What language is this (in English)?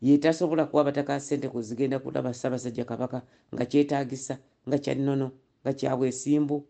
Ganda